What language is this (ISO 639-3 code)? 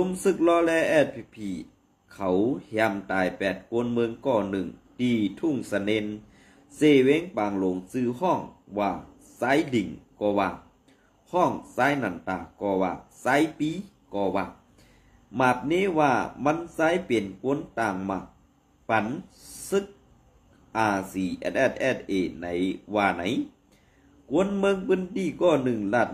shn